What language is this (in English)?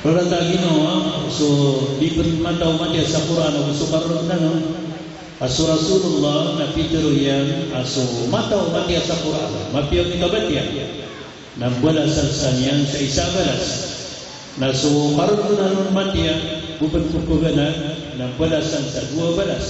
Maranao